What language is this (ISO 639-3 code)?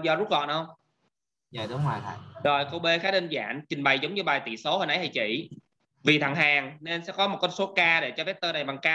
vie